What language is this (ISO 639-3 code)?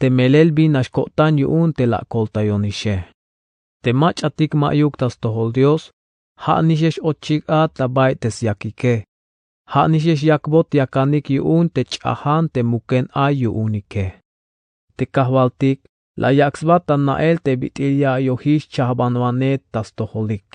tzh